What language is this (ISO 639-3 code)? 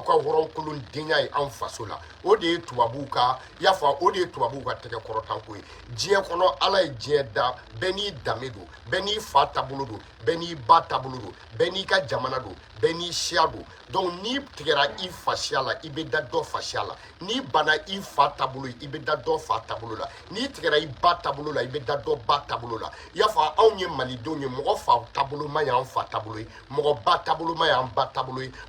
bam